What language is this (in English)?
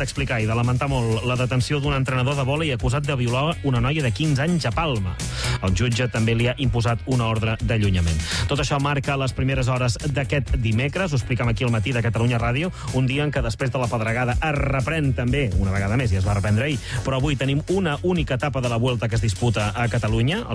Catalan